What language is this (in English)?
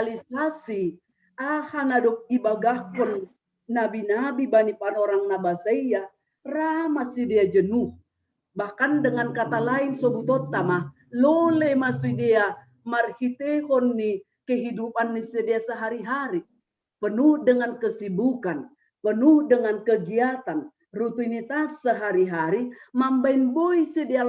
Batak Simalungun